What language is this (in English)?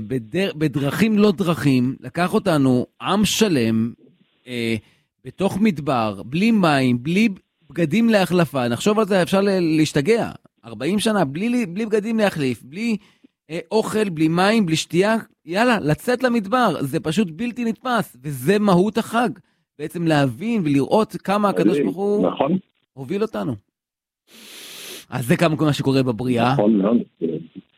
Hebrew